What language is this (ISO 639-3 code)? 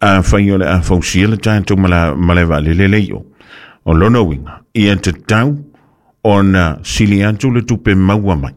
smo